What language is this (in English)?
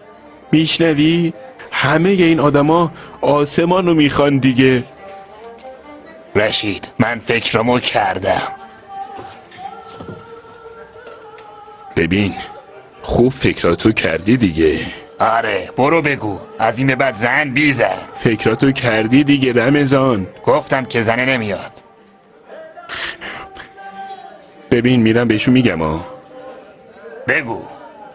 Persian